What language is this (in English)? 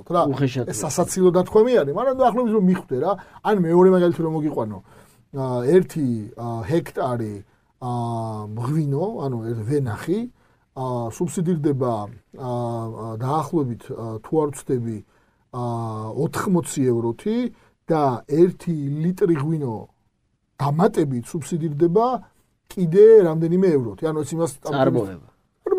Georgian